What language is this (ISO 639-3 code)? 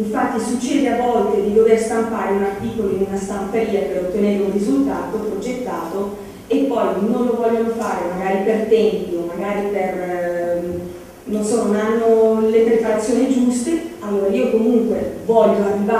ita